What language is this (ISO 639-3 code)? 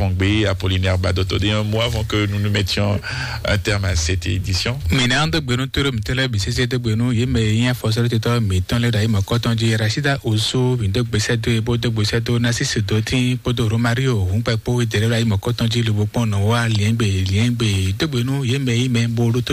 fon